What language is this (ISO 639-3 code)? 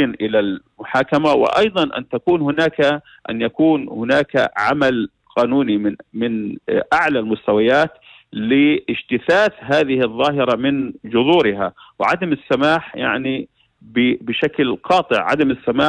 apc